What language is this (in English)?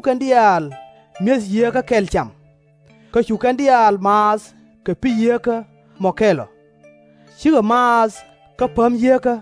Nuer